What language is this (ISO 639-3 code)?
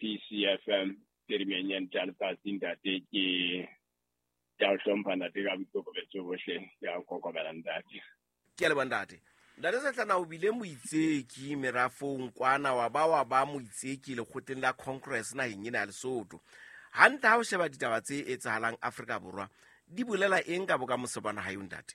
sot